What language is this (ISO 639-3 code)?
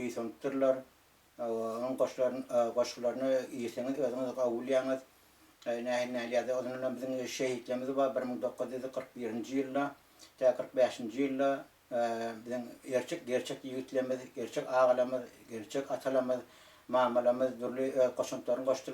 tuk